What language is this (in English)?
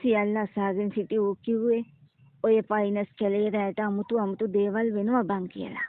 Sinhala